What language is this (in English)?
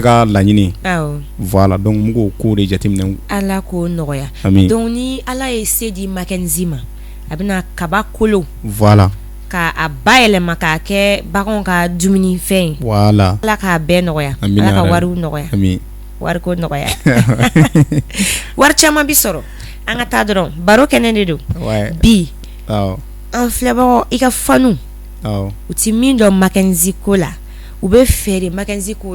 Bambara